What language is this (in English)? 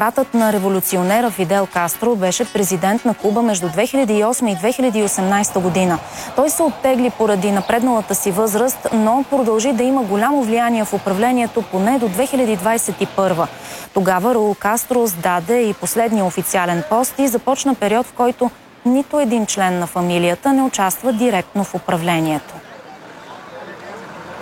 Bulgarian